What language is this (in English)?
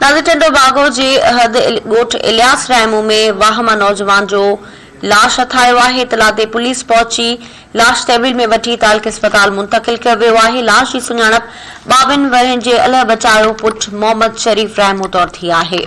Sindhi